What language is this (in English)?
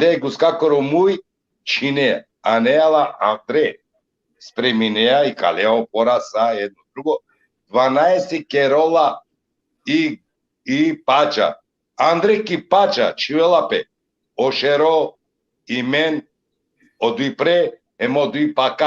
Balkan Romani